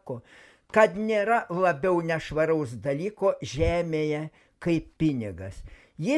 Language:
Lithuanian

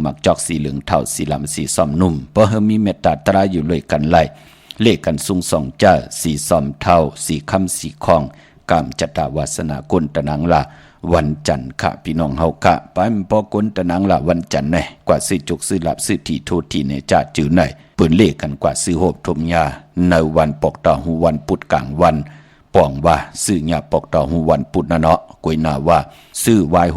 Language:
Shan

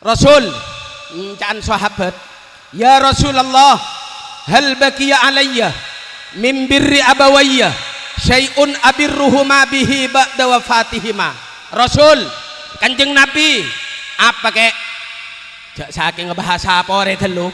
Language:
Madurese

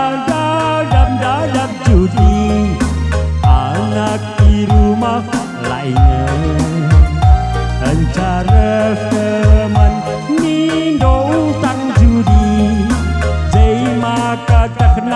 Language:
Batak Karo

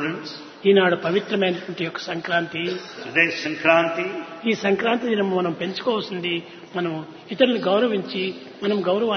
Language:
Telugu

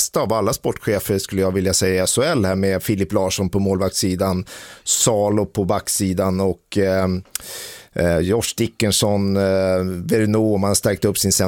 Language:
Swedish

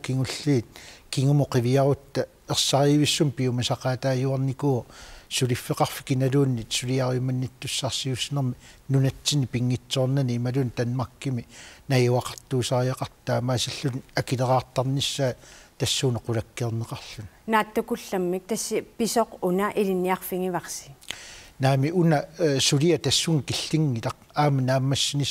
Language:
Kalaallisut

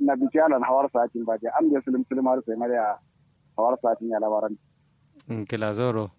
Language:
Kanuri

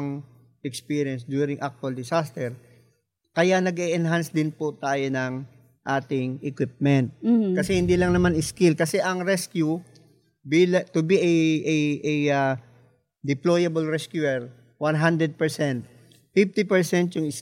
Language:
Filipino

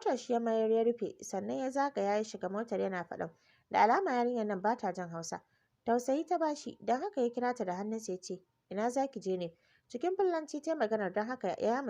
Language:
Hausa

